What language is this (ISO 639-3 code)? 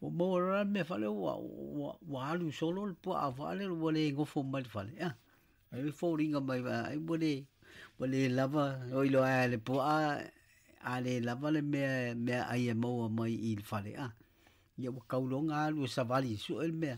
smo